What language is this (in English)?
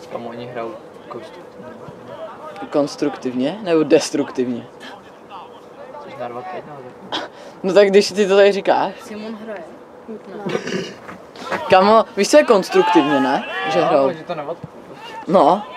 Czech